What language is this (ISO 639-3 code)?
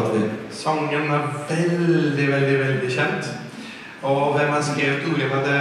nor